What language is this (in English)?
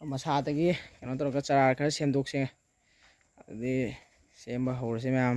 Manipuri